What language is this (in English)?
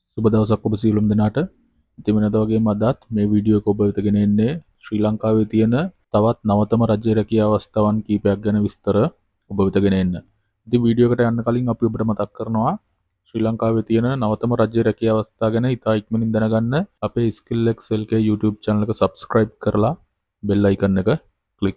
Sinhala